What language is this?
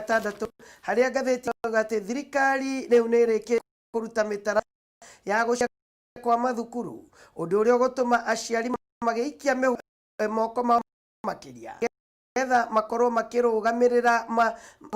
Kikuyu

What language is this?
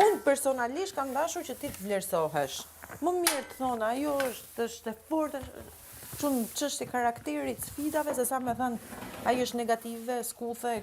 Albanian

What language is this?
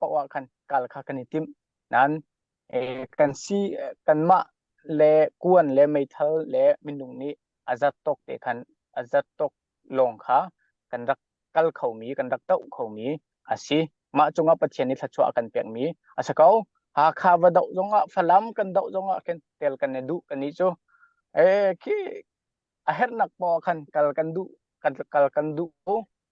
Hakha Chin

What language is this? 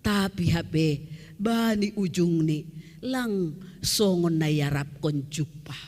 Batak Simalungun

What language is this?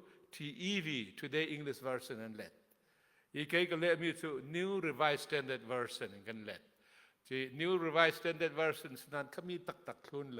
Hakha Chin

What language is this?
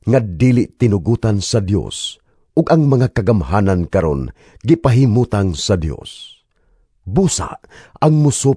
Cebuano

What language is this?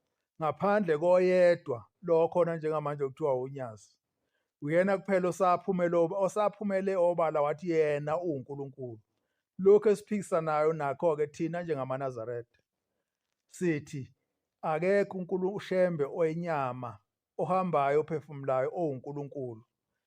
Zulu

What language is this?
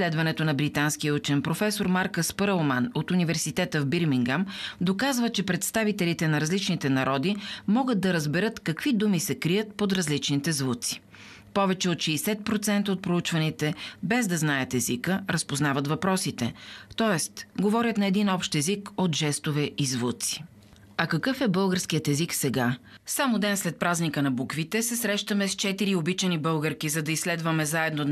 Bulgarian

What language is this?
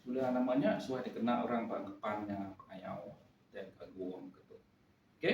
Iban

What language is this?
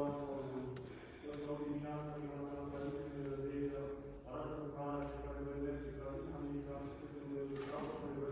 Romanian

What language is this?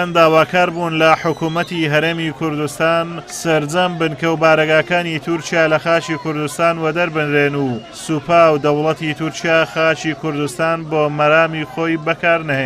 Central Kurdish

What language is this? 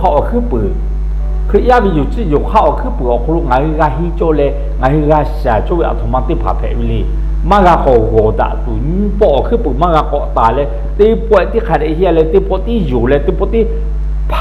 Lahu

